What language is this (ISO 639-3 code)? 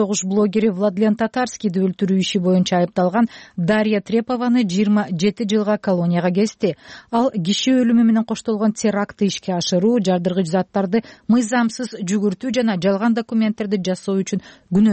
kir